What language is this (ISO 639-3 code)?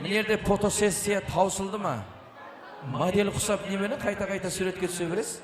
kaa